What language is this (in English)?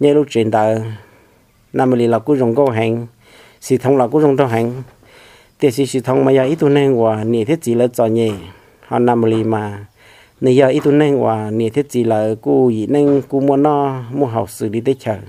Hmong